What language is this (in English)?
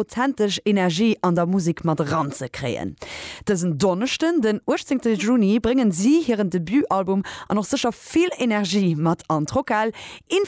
Luxembourgish